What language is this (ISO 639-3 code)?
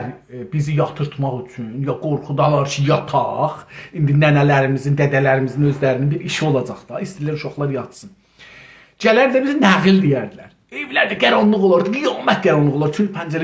azb